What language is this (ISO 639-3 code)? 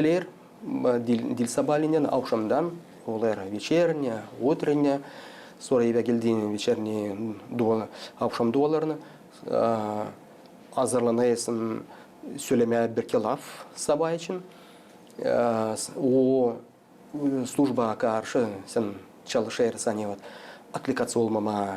gag